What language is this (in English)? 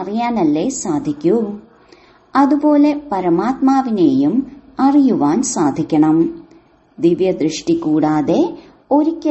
Malayalam